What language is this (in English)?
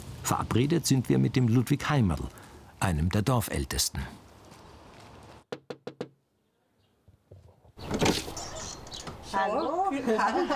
German